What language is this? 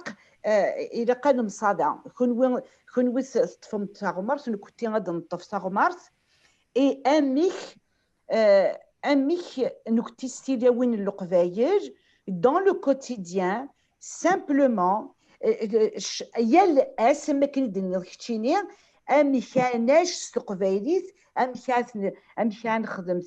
Kabyle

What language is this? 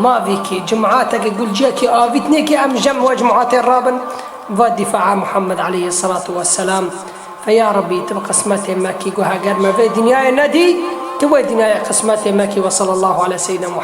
Kurdish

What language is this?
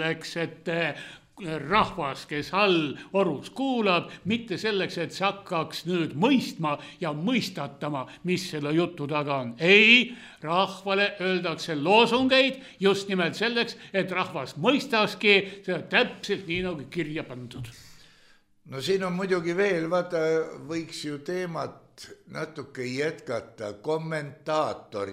Estonian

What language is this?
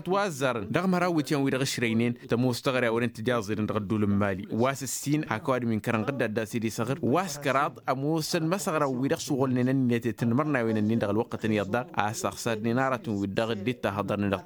Tamasheq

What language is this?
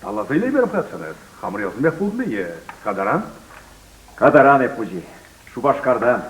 Chuvash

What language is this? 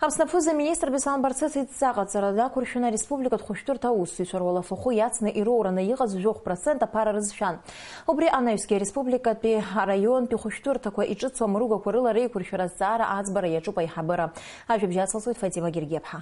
Abkhazian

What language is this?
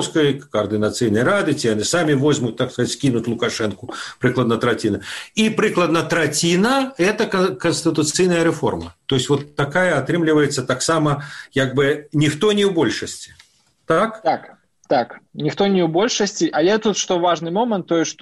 Belarusian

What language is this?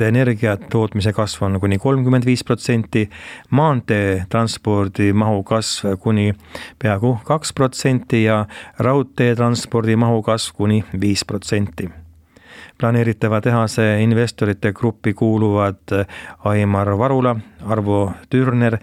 Estonian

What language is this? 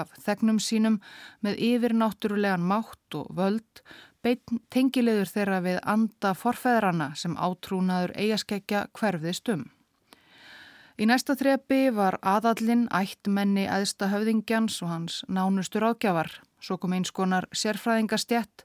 Icelandic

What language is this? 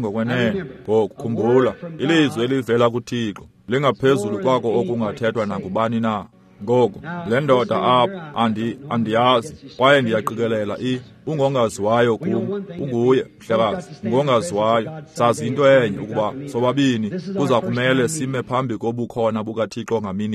Xhosa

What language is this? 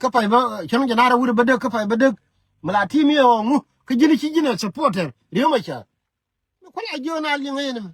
Nuer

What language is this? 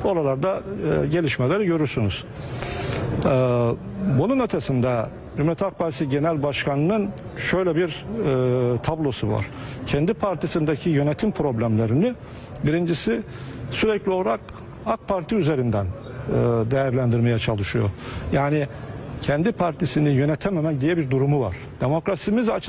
Turkish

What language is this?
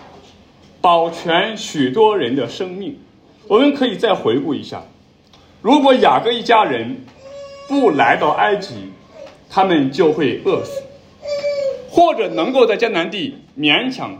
Chinese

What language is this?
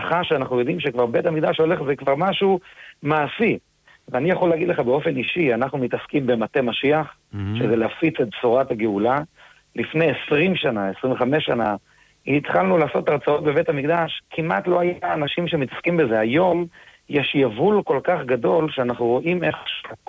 Hebrew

